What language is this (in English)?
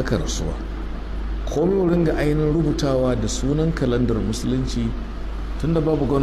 Hausa